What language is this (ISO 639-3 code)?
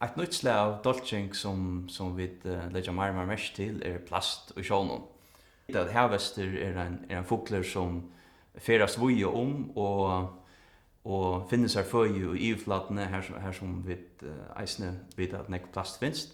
fao